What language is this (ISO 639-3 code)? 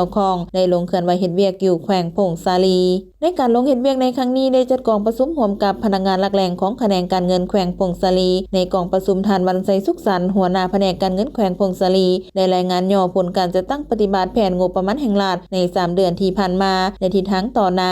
lao